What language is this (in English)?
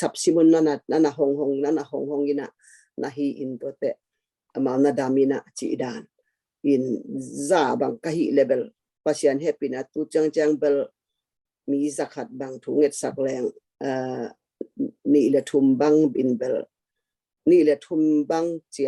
Tedim Chin